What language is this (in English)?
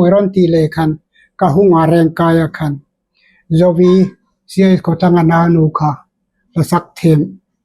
Hmar